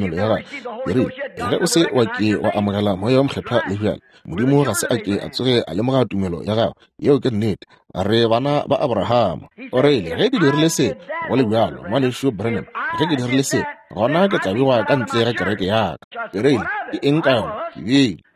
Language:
Northern Sotho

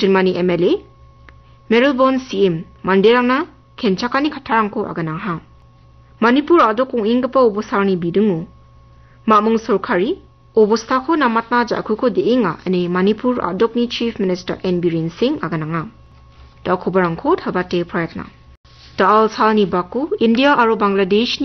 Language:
Garo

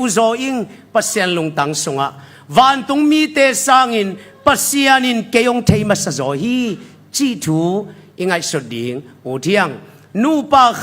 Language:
Tedim Chin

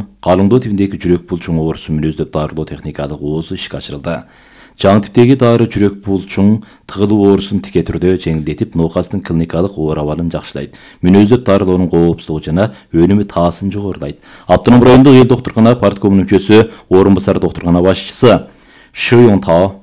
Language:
Kyrgyz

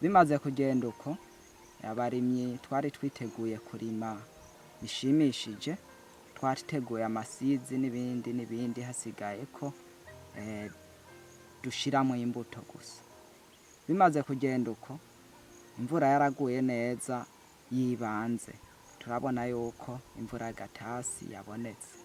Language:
Rundi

